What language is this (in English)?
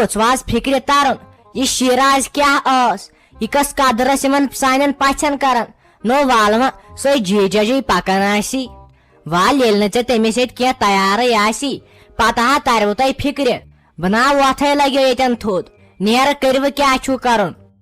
Kashmiri